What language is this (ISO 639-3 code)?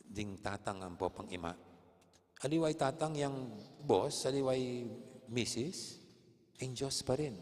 pam